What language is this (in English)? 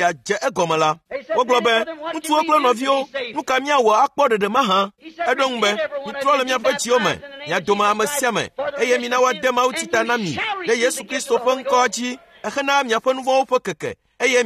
Ewe